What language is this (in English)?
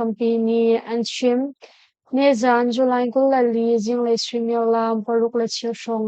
Hakha Chin